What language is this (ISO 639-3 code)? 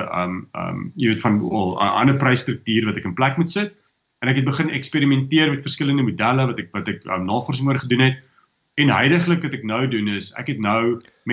afr